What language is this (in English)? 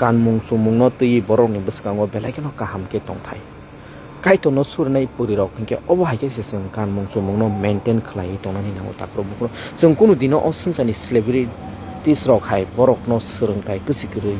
Kok Borok